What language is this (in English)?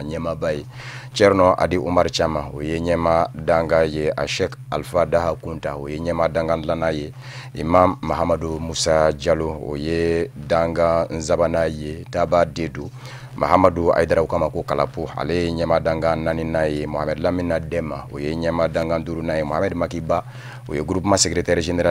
Bambara